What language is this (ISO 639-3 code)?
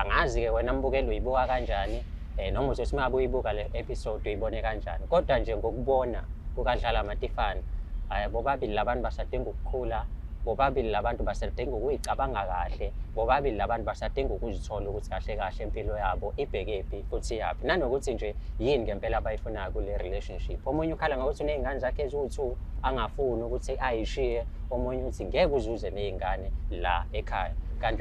zul